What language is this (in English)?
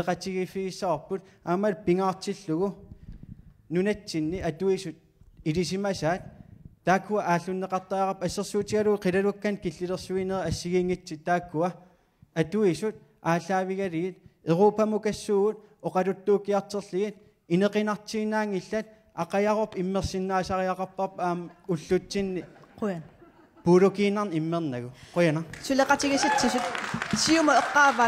Kalaallisut